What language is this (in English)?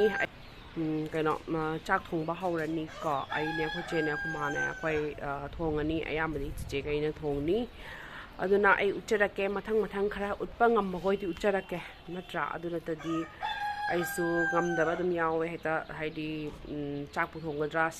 Manipuri